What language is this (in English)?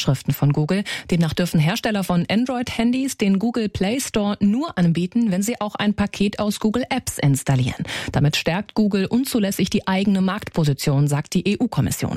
German